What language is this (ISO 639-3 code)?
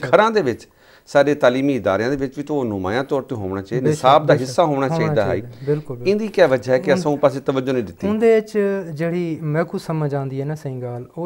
skr